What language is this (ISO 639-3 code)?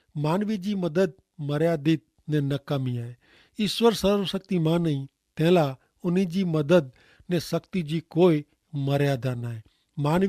kfr